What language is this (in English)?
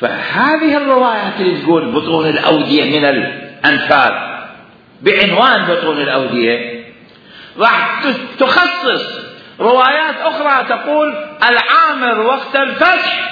Mesopotamian Arabic